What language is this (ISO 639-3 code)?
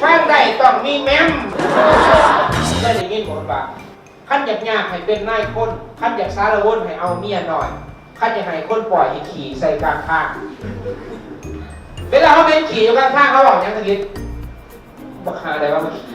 lao